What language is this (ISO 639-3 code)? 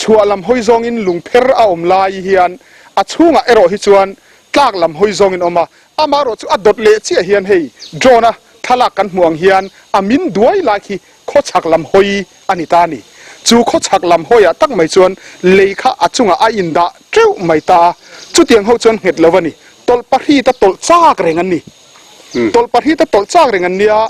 lus